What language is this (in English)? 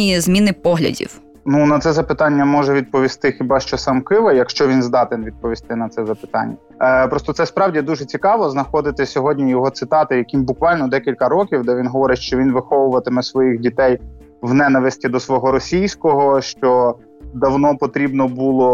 Ukrainian